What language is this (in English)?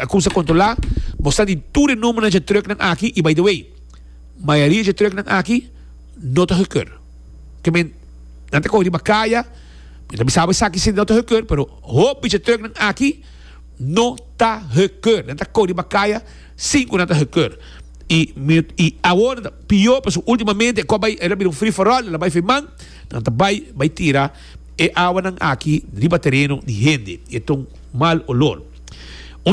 Papiamento